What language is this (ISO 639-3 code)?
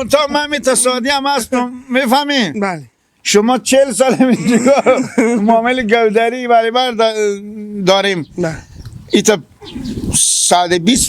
fas